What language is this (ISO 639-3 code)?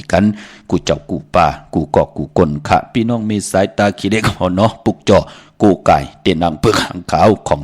shn